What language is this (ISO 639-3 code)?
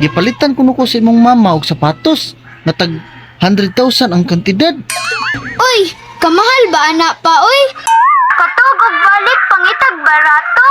ceb